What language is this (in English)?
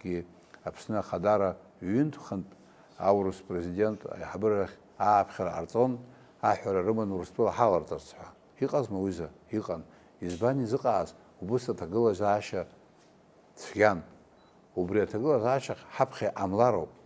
Abkhazian